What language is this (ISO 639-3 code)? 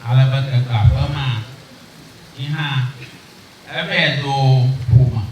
ewe